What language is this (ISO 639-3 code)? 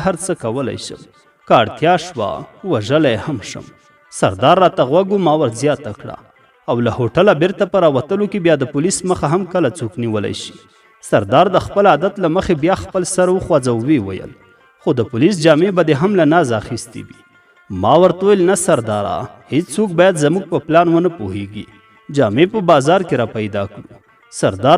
pus